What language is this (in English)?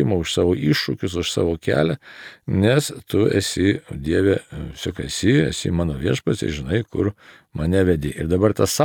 Lithuanian